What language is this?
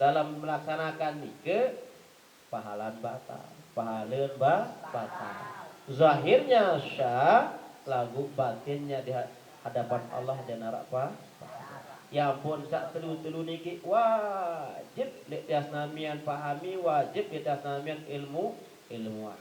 Sasak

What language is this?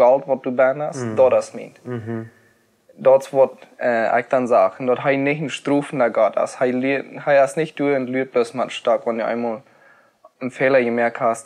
Plautdietsch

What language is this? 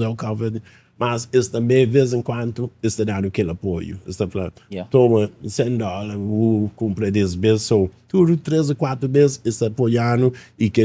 Kabuverdianu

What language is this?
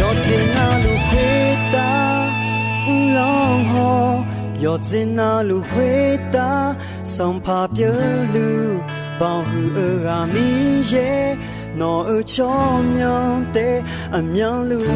Akha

